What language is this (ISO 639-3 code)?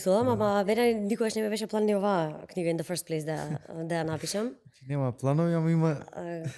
mkd